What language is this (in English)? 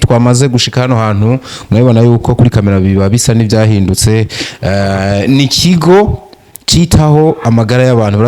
Rundi